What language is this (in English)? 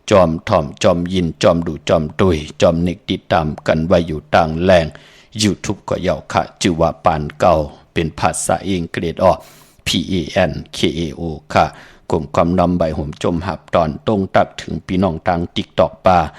Shan